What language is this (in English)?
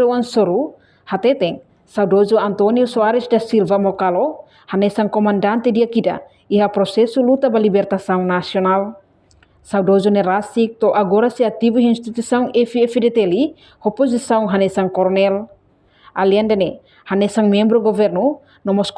Tetum